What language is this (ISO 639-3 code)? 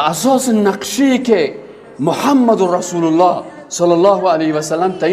fas